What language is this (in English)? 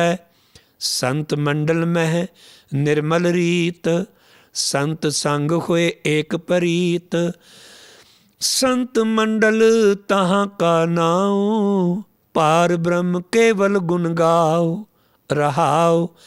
Punjabi